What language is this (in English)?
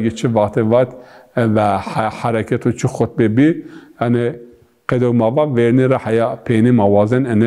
Zaza